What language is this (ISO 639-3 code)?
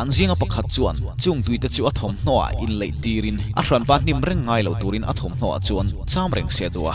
lus